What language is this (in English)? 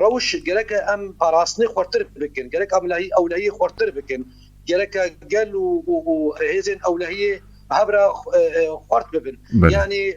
Kurdish